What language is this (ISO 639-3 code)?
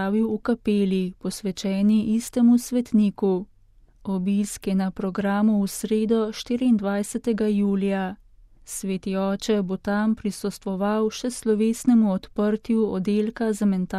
slv